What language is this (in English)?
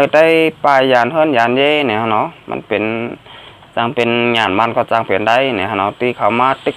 Shan